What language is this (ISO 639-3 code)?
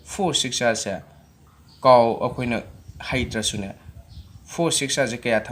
mni